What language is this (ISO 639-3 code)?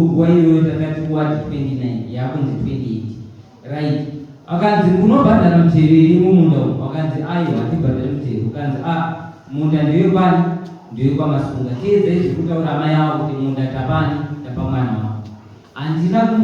sna